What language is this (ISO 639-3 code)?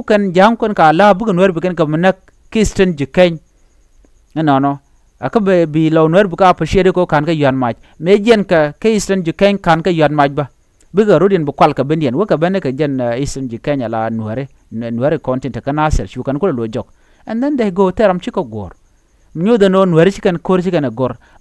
nus